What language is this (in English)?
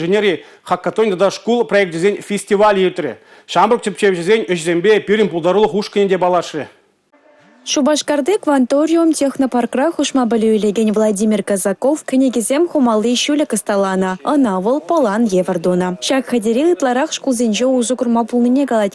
Chuvash